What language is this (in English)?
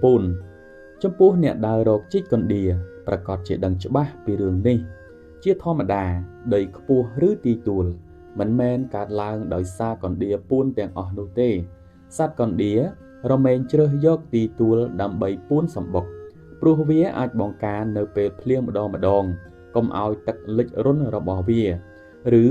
Khmer